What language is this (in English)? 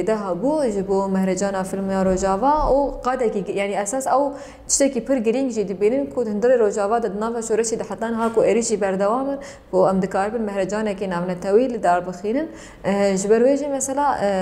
Kurdish